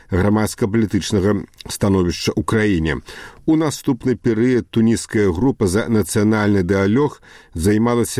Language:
Belarusian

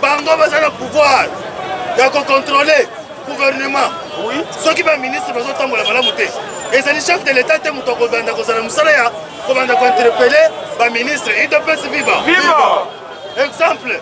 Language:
Lingala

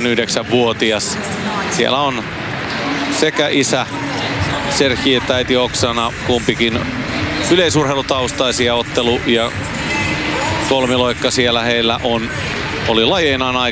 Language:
Finnish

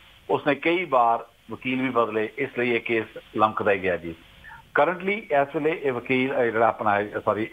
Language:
Punjabi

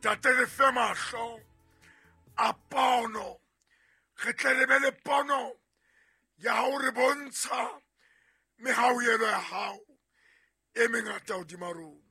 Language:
Southern Sotho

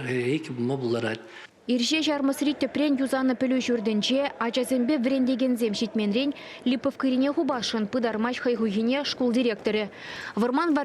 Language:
Chuvash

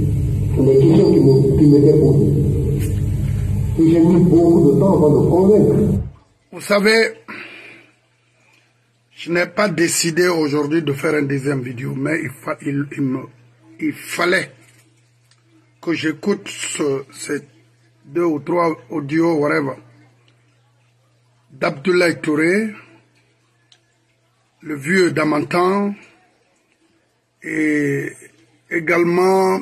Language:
French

